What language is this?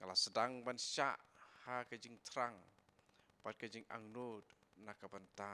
Khasi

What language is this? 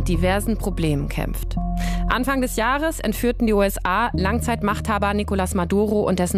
German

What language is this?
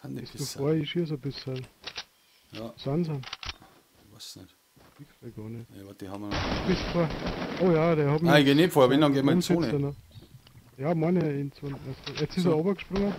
Bavarian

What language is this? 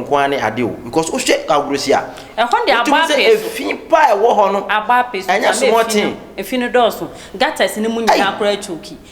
Akan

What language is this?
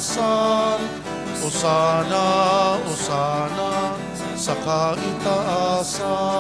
Bikol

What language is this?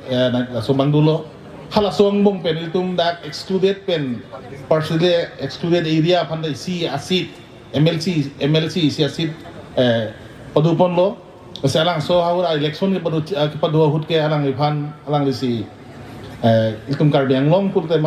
Karbi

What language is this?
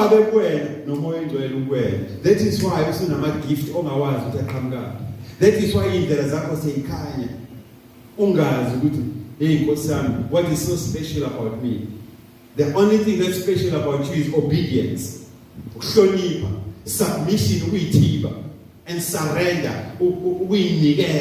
Zulu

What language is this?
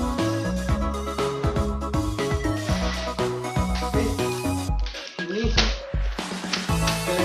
Indonesian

